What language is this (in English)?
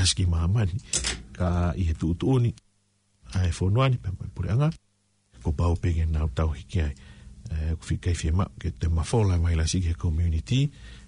Tongan